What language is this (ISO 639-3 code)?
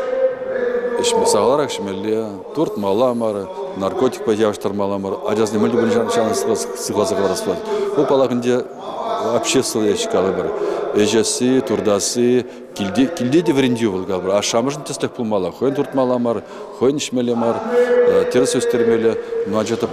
chv